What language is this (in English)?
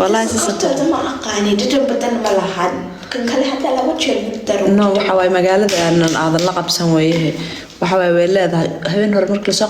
Somali